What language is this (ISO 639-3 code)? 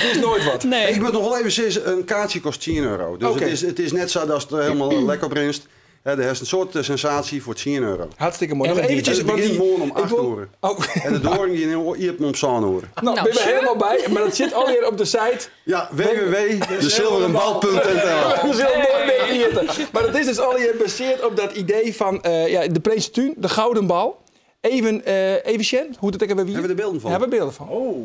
fry